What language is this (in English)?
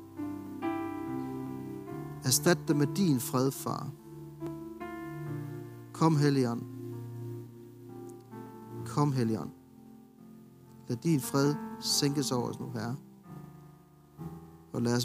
Danish